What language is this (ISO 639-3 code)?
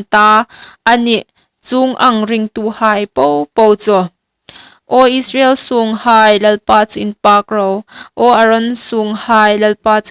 hmr